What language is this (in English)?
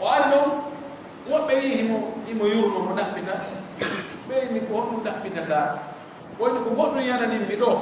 Pular